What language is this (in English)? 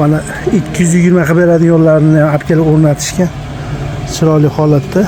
Uzbek